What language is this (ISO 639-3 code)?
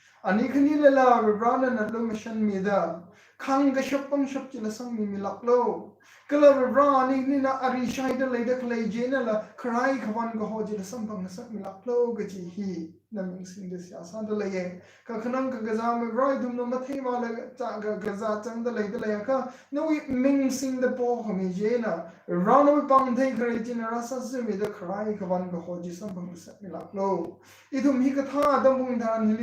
nmf